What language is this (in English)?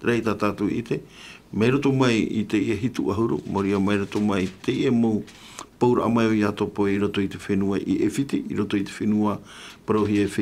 Tahitian